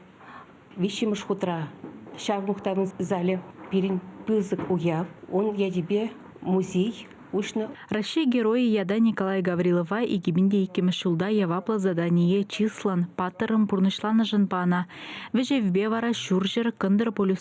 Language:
Chuvash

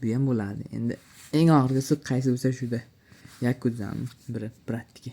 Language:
Uzbek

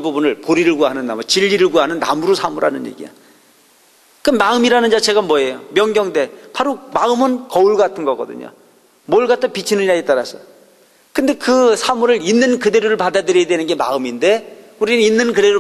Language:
Korean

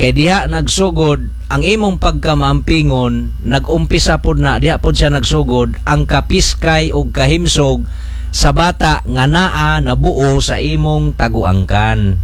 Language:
Cebuano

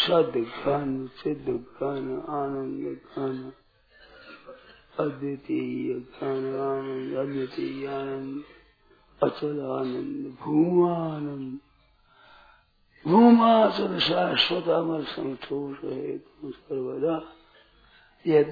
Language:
Hindi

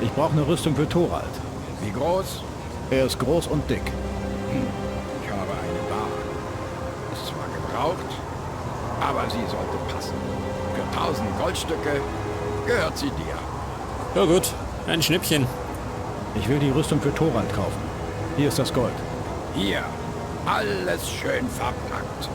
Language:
Bavarian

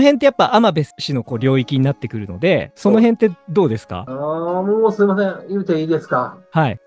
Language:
Japanese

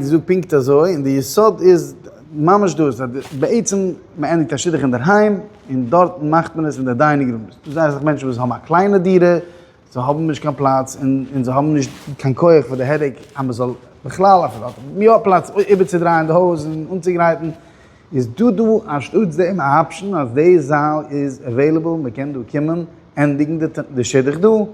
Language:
Yiddish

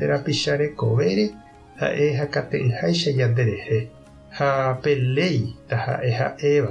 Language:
Guarani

